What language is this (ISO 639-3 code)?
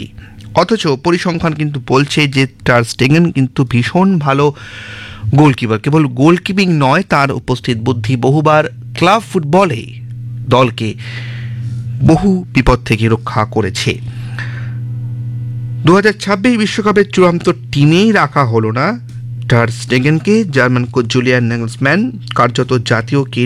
ben